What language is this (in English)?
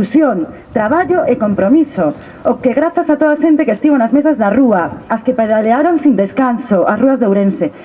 Galician